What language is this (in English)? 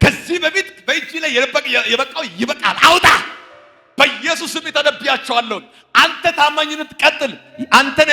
Amharic